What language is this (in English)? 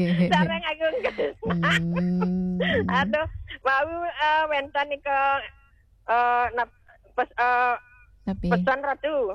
Balinese